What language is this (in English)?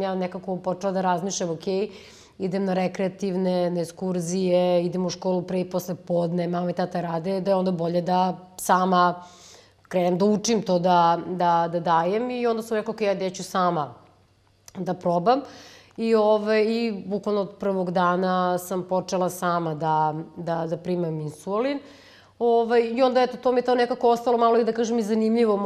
Serbian